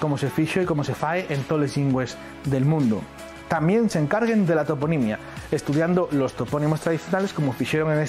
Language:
Asturian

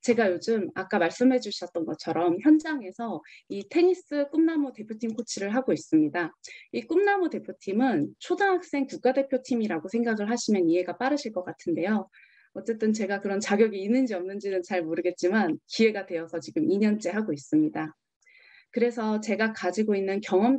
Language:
Korean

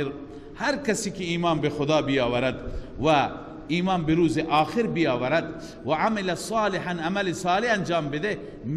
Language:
Persian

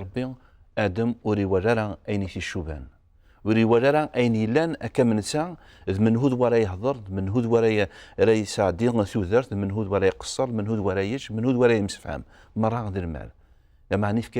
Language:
Kabyle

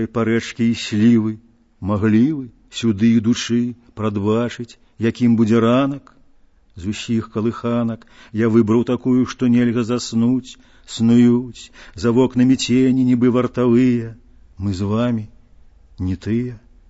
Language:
Belarusian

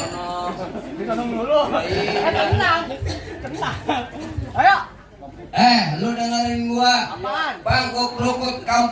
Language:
Betawi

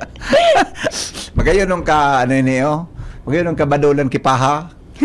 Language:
Bikol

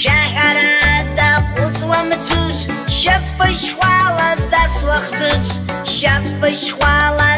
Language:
Abkhazian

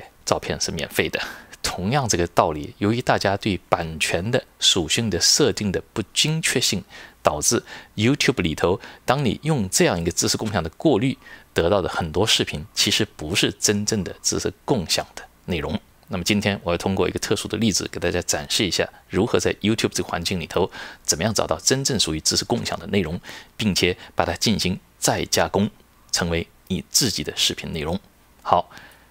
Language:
Chinese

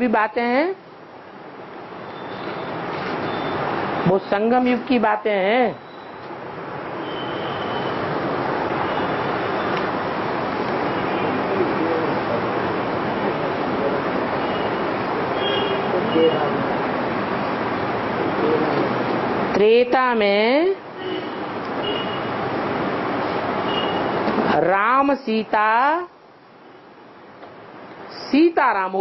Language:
Hindi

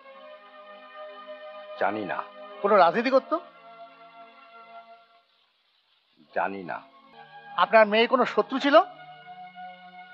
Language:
Bangla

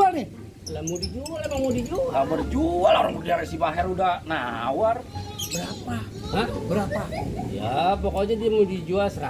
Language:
Betawi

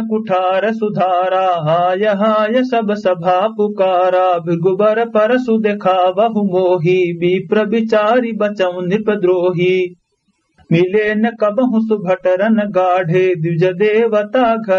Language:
Awadhi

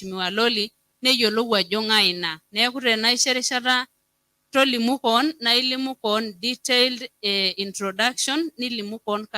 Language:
Masai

